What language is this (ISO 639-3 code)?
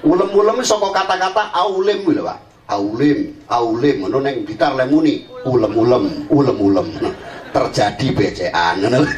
jav